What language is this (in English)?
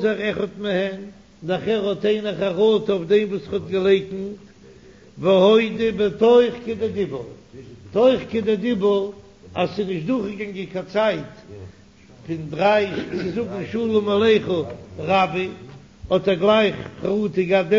Yiddish